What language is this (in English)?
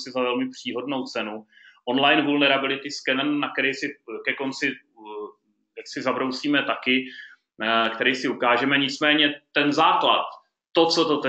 Czech